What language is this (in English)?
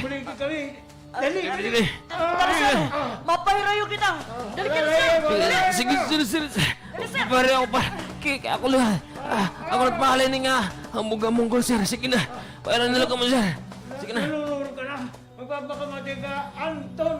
Waray